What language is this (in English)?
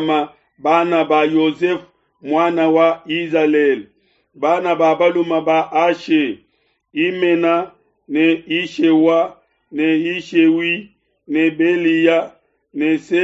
Luba-Lulua